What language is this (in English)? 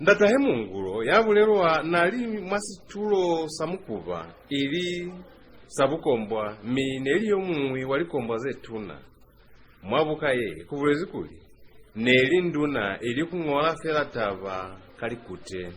Lozi